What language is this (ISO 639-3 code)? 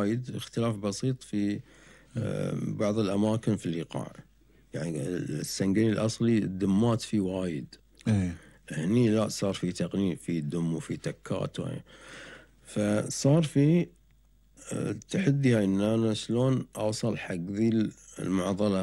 afb